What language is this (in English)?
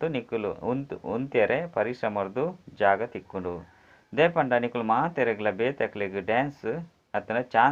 Tulu